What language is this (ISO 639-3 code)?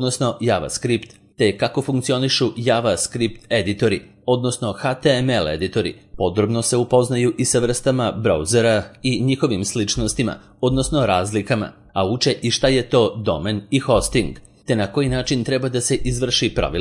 srp